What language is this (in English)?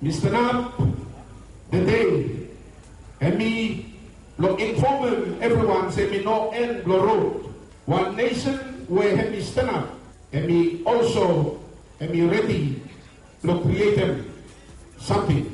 Bislama